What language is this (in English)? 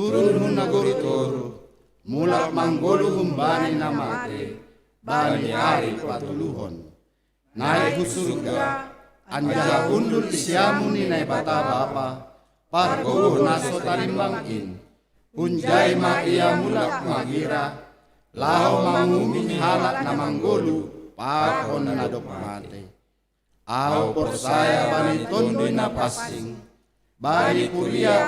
Batak Simalungun